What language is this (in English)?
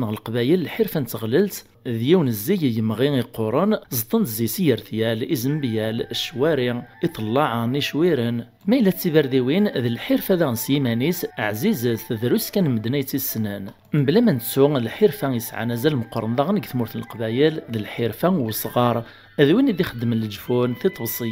Kabyle